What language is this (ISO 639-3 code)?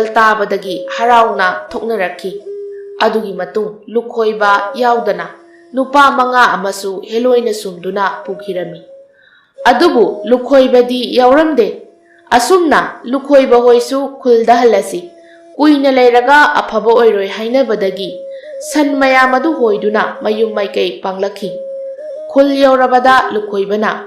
mni